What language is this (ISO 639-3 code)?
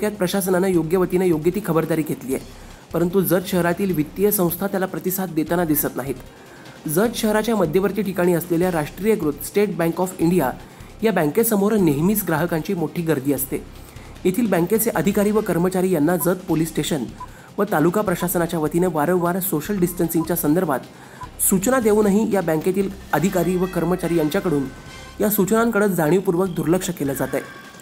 mar